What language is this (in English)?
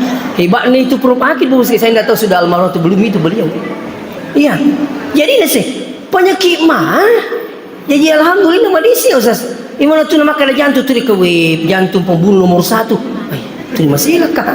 Buginese